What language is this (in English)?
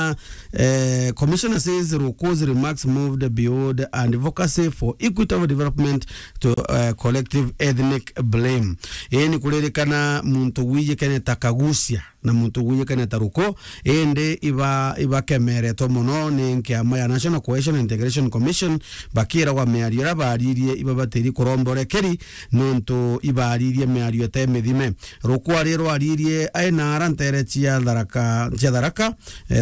Meru